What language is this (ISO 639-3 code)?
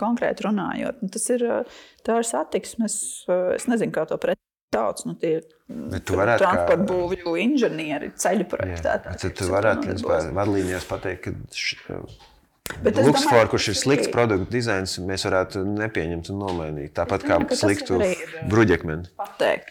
lav